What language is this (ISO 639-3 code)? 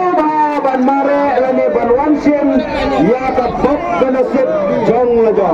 kha